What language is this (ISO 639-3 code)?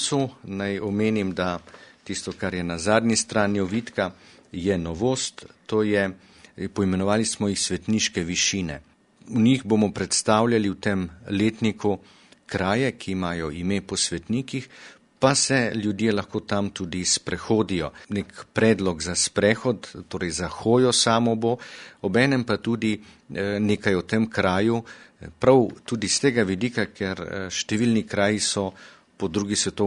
slv